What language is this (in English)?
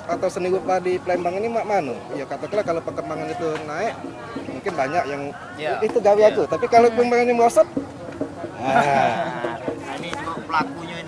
Musi